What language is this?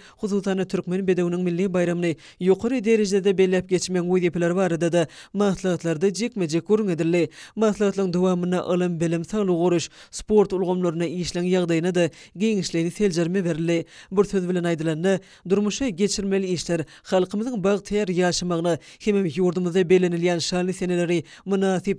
Turkmen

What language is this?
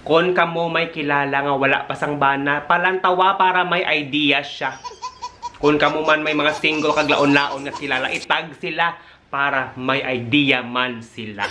Hiligaynon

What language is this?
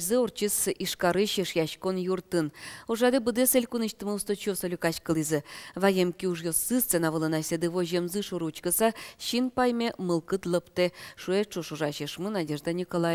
Udmurt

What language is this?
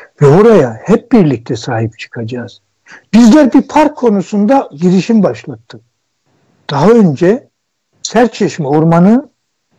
Turkish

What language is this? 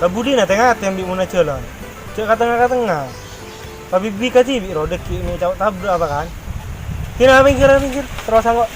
Madurese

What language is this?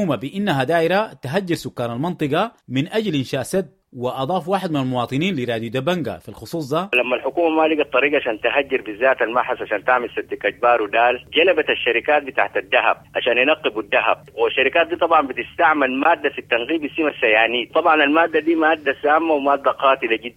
Sudanese Arabic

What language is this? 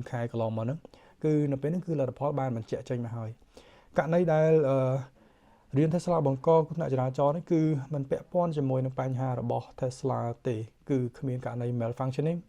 Khmer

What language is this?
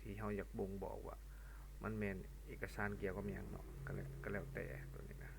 Lao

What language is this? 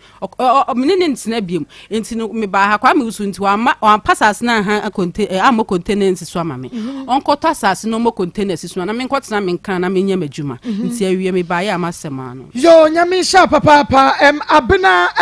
Akan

